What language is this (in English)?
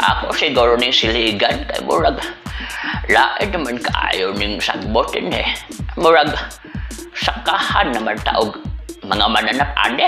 Cebuano